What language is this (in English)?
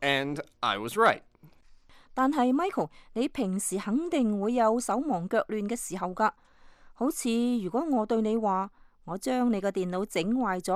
Cantonese